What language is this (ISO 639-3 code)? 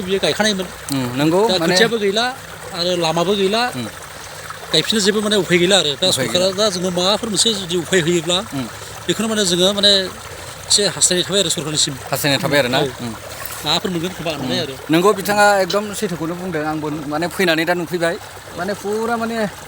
brx